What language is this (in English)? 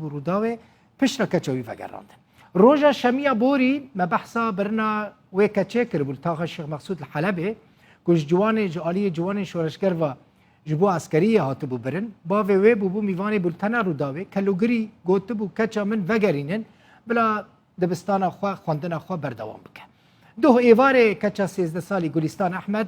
Kurdish